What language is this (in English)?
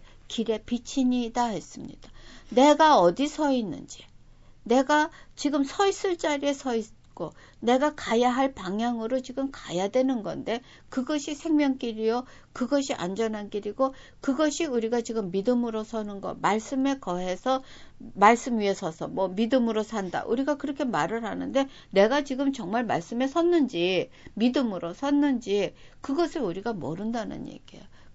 Korean